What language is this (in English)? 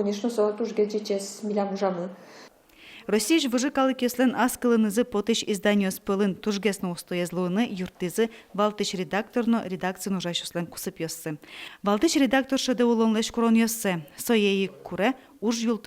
Udmurt